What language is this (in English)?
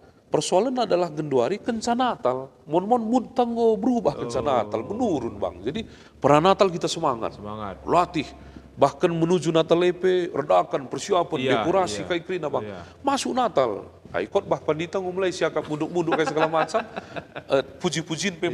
Batak Karo